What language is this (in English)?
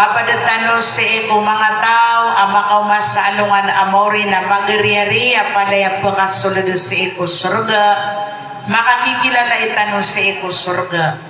Maranao